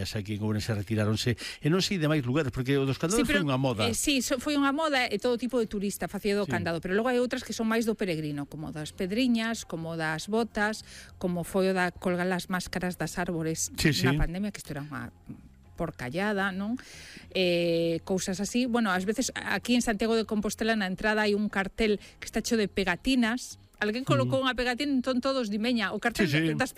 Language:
Galician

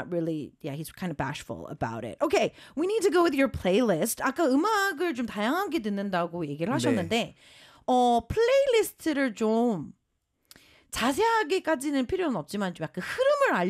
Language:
Korean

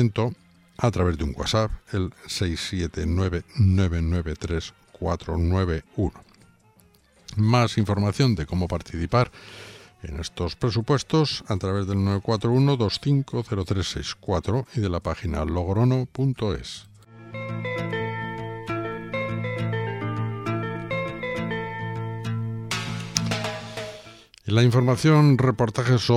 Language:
Spanish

